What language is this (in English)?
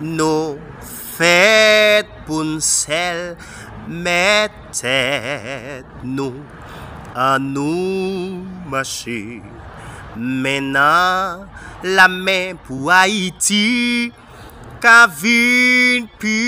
Haitian Creole